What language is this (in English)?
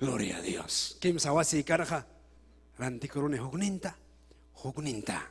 Ayacucho Quechua